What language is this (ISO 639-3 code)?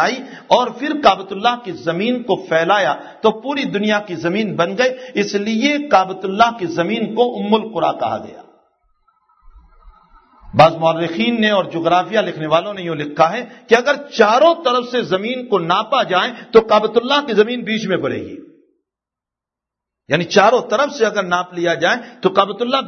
urd